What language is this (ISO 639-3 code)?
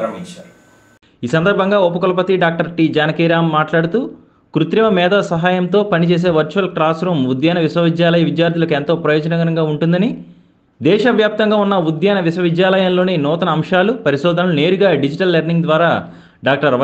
tel